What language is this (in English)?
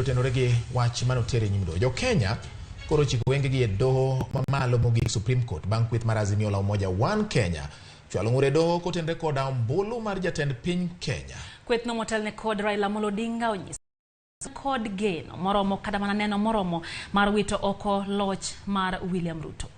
Luo (Kenya and Tanzania)